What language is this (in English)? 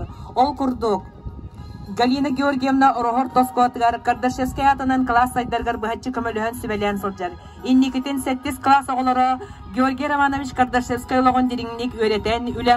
Yakut